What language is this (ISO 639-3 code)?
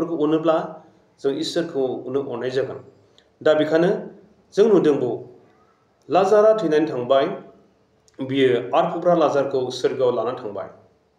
brx